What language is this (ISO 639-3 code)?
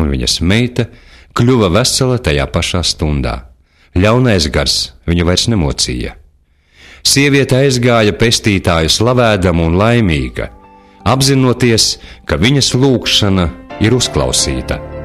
lav